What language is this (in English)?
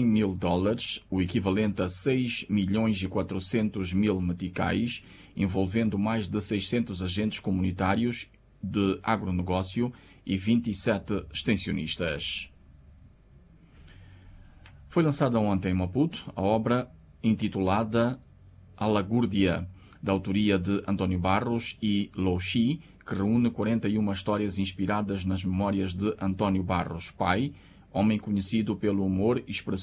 Portuguese